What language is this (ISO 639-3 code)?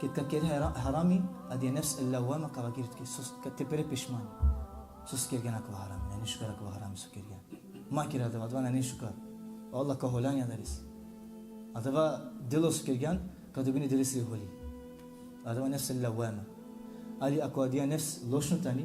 rmn